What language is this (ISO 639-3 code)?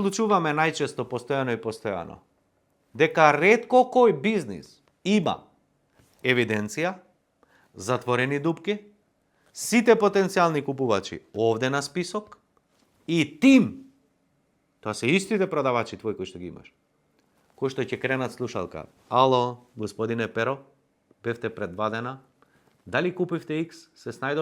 mkd